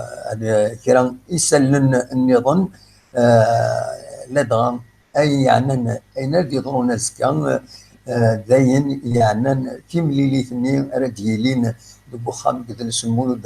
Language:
Kabyle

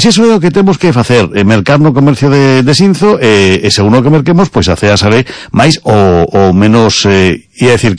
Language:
Galician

